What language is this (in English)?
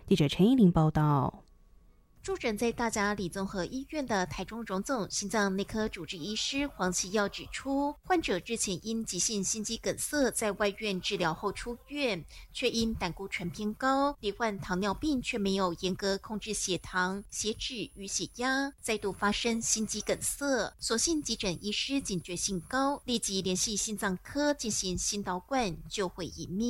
Chinese